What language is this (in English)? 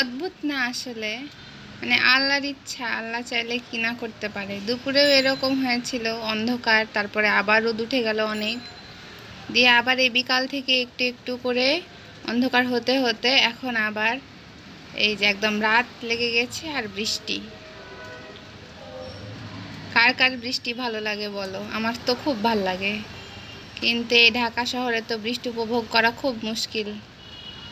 Bangla